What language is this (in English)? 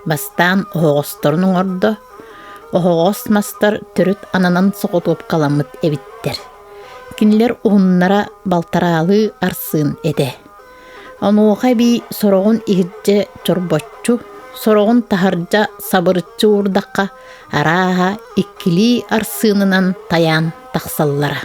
Yakut